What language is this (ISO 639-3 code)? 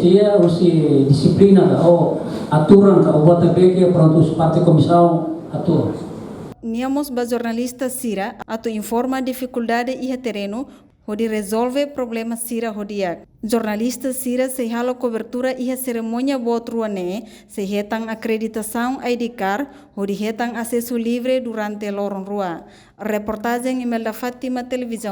tet